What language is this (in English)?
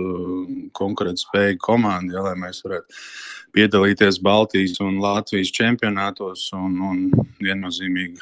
Latvian